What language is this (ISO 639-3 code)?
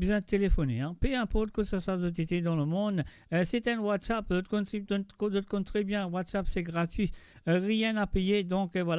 mfe